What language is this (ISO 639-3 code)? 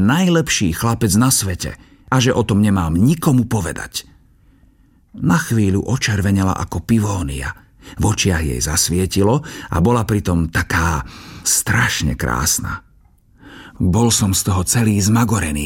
slk